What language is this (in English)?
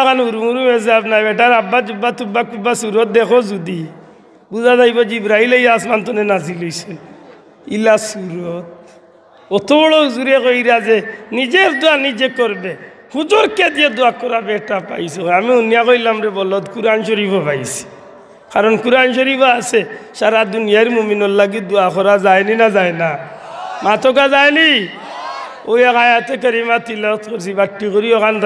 Sylheti